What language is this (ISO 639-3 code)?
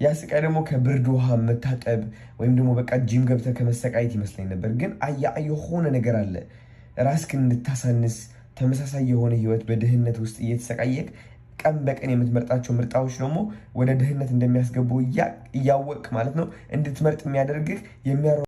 amh